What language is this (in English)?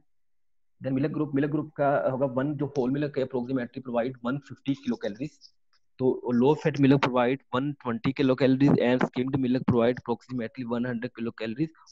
Hindi